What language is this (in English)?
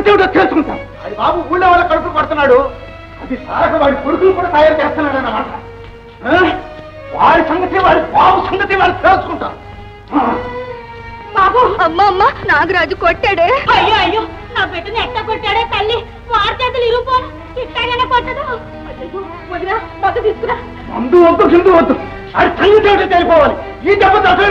Telugu